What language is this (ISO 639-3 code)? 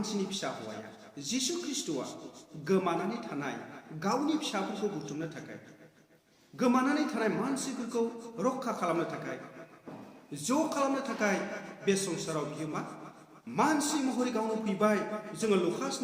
brx